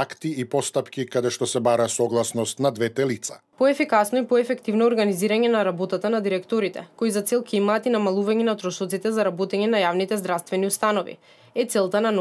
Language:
Macedonian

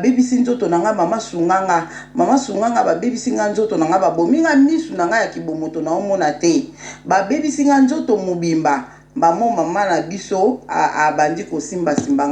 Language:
Lingala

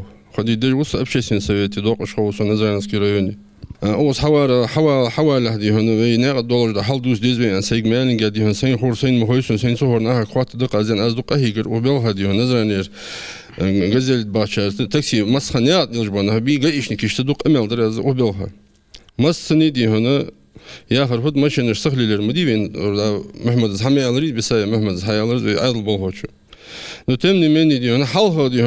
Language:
Ingush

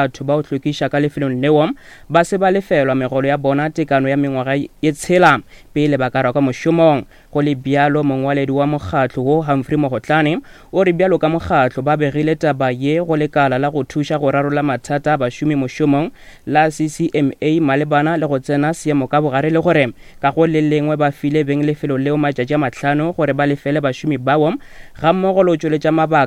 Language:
Northern Sotho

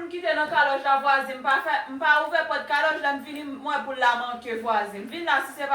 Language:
Haitian Creole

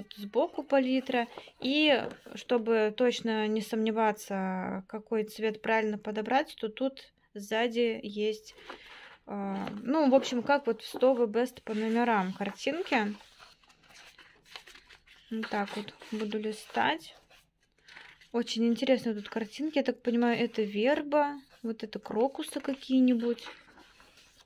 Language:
Russian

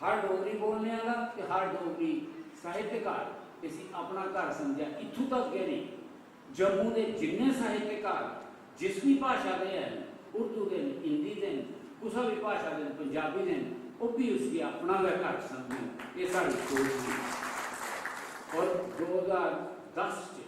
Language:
Dogri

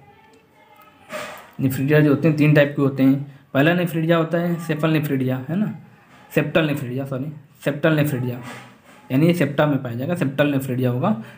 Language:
Hindi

